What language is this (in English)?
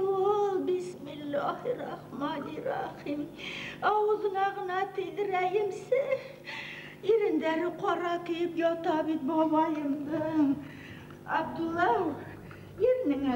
Bashkir